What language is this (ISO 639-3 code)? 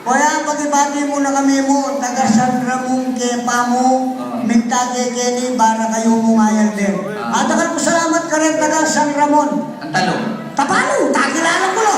pam